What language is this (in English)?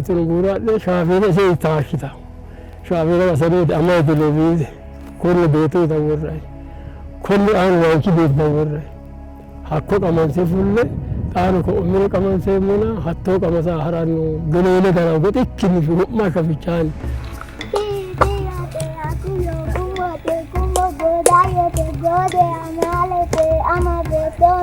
Sidamo